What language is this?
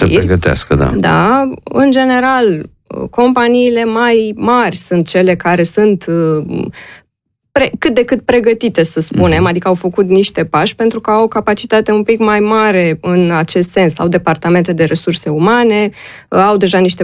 Romanian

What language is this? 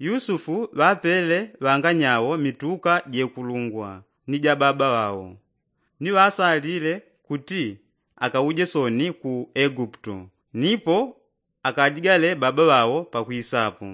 Yao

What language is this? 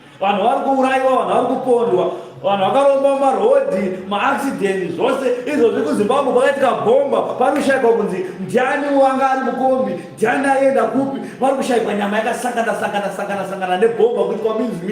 Shona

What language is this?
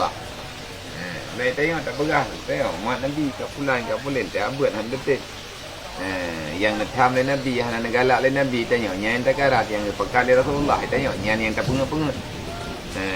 Achinese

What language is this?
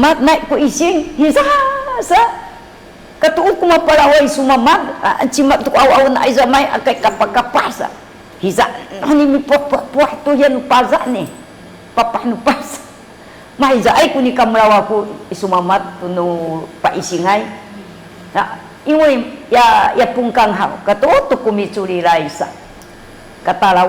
Sakizaya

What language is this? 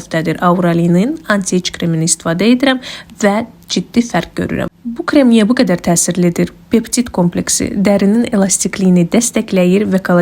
Azerbaijani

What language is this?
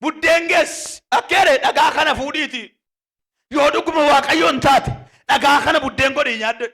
Oromo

